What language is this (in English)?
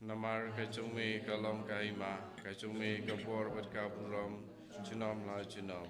Khasi